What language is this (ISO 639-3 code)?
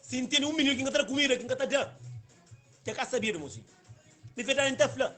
kea